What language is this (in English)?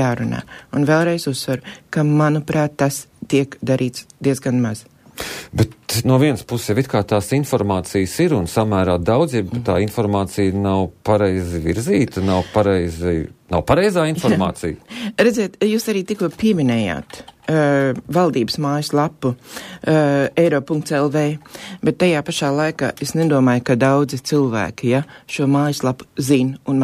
Latvian